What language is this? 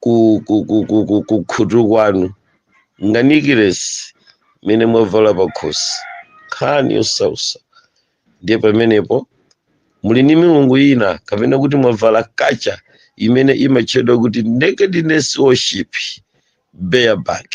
Nyanja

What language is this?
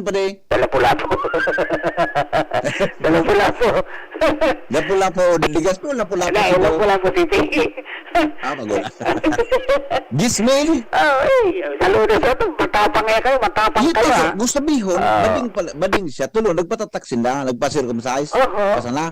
Bikol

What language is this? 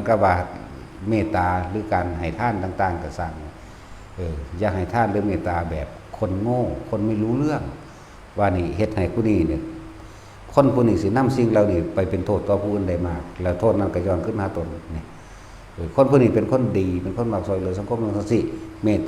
Northeastern Thai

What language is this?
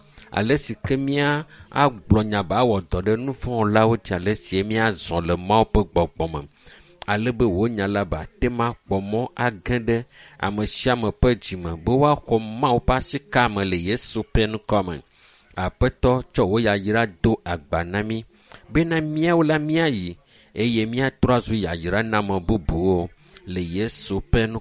Ewe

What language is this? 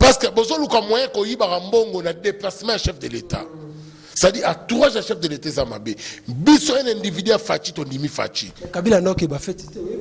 Lingala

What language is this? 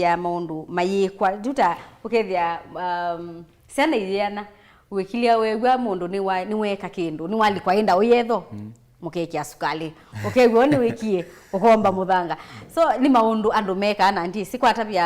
Kamba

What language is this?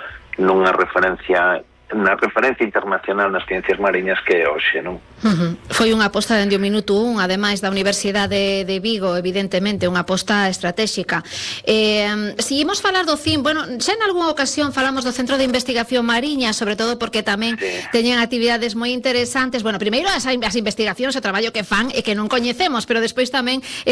Galician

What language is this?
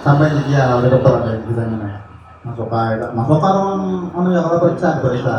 Banjar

